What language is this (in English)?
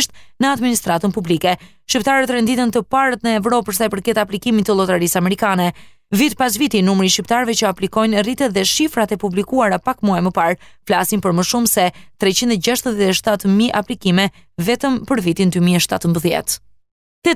Albanian